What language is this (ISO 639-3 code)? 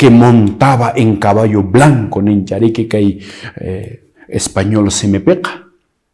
que